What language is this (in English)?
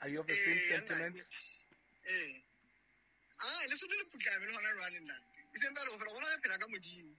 Southern Sotho